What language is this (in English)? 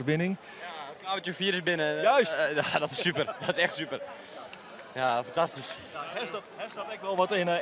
Western Frisian